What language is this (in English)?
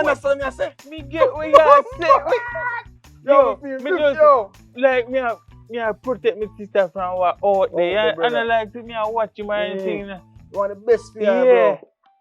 Jamaican Creole English